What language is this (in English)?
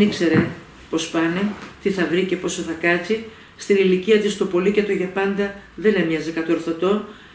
Greek